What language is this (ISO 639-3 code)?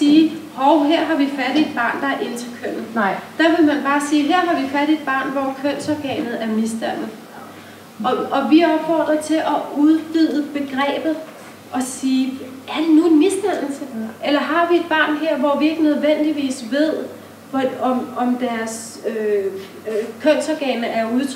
dan